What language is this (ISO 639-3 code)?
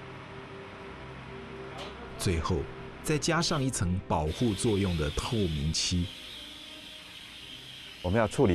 zho